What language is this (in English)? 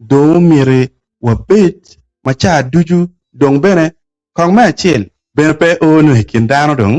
Acoli